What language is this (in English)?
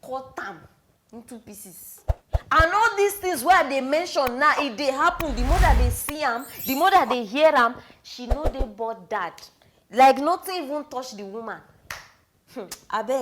Nigerian Pidgin